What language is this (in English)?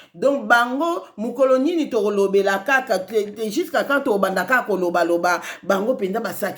Lingala